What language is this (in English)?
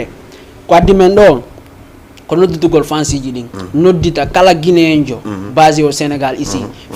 Fula